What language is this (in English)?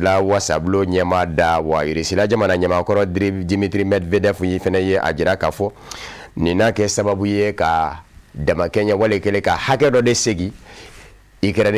Bambara